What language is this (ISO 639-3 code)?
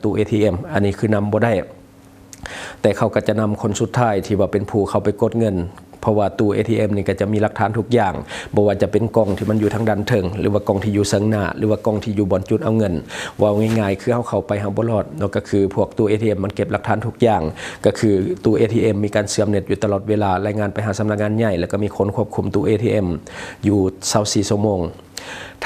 lao